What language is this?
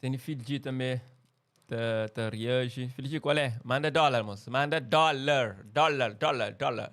Kabuverdianu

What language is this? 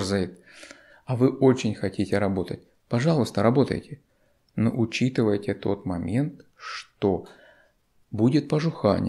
Russian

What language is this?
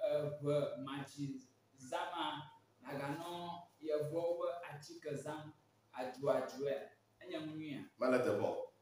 Ewe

